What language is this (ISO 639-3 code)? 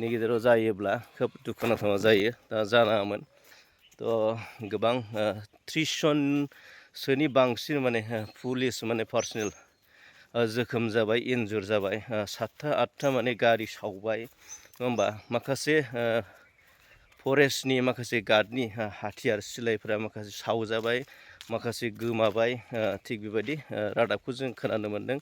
brx